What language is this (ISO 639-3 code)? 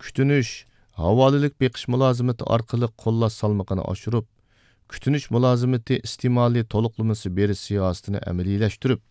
uig